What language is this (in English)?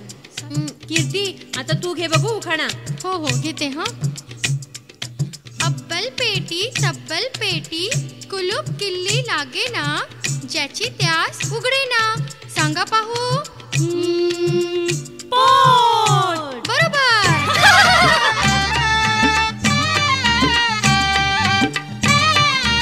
Marathi